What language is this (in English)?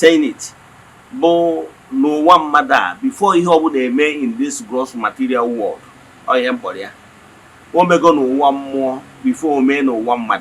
Igbo